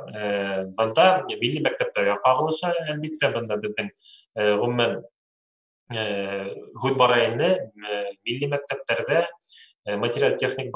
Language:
Bashkir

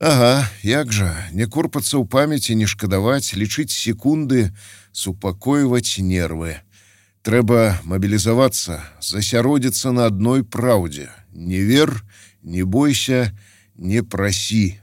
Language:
Belarusian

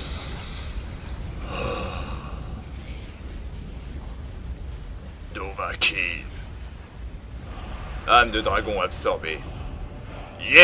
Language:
French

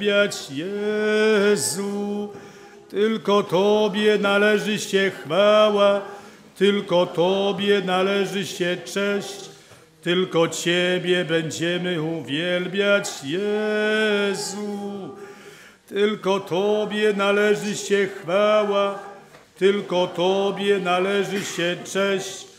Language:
Polish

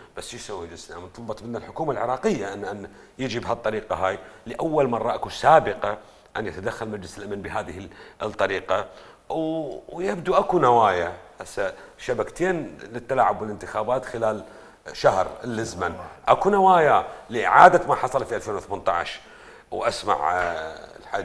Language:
Mesopotamian Arabic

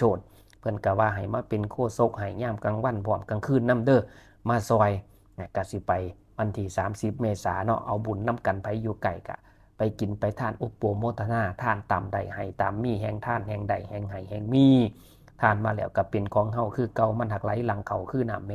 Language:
Northeastern Thai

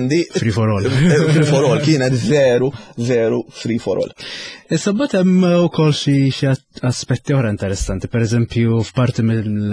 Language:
Maltese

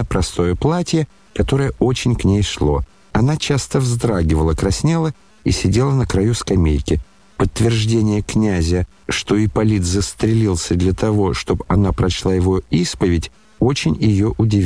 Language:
Russian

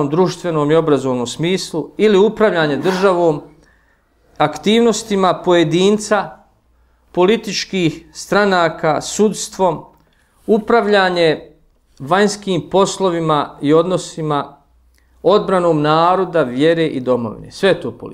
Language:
Bosnian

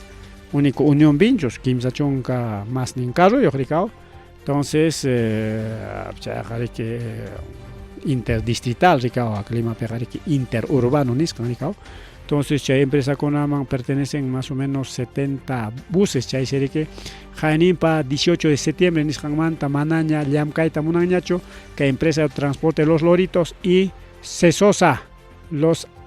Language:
Ayacucho Quechua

